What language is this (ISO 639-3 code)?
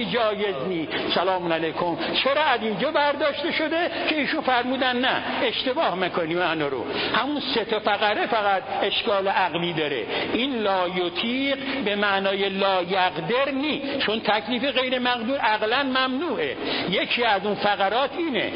fas